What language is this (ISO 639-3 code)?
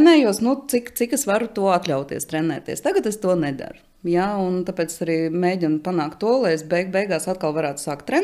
lav